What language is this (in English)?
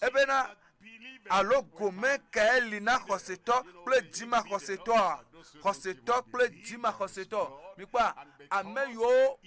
Ewe